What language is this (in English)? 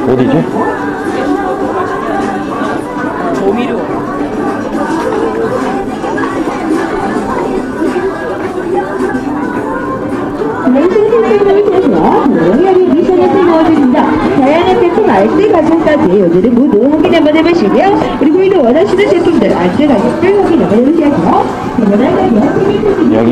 Korean